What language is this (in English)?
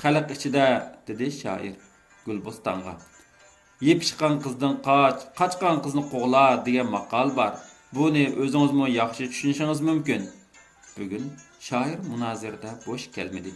Uyghur